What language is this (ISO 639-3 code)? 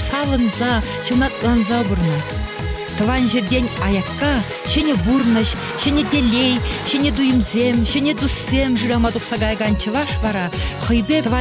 chv